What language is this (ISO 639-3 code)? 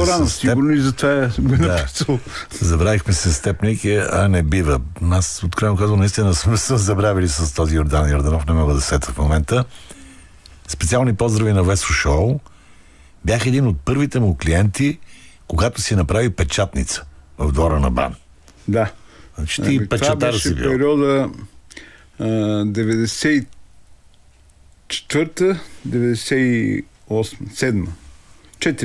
bul